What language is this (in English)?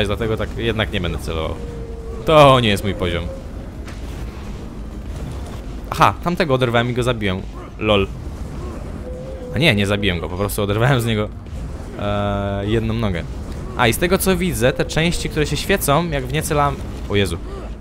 Polish